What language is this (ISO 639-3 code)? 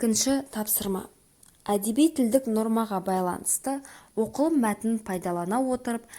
kaz